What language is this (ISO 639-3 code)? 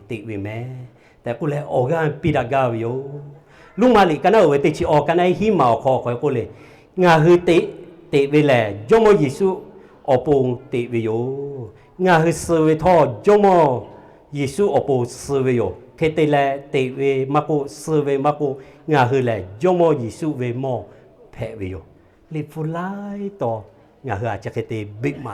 lhu